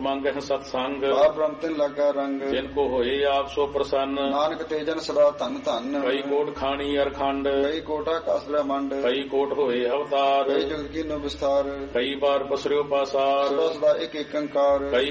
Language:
Punjabi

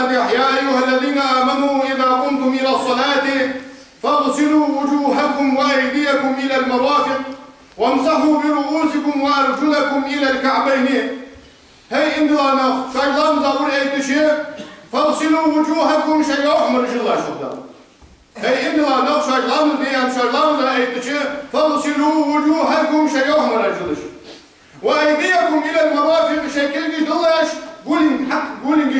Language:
Ingush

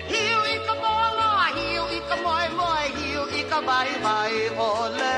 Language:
Hawaiian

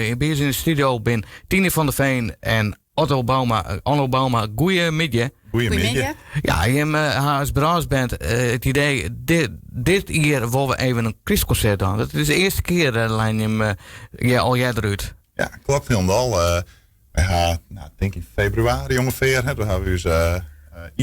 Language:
Western Frisian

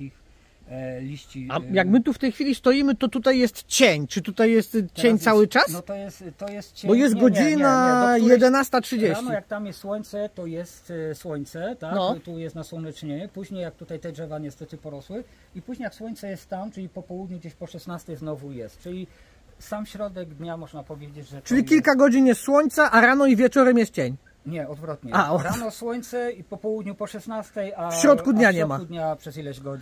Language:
Polish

